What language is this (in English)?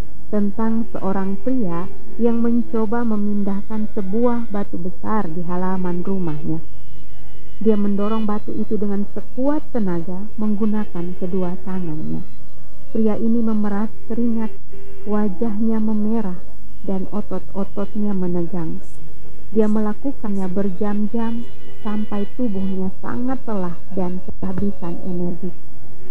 Indonesian